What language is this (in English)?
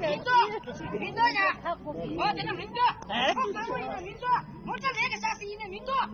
Tibetan